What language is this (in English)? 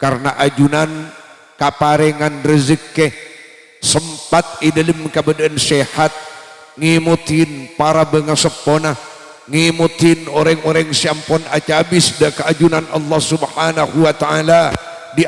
Madurese